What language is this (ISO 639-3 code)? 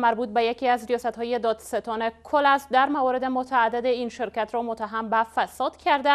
fas